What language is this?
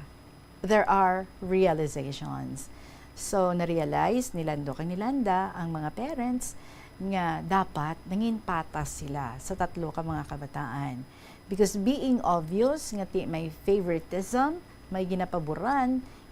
Hiligaynon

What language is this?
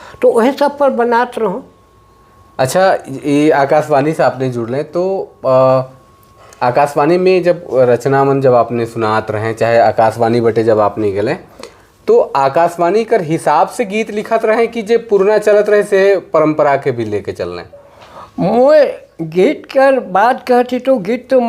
Sadri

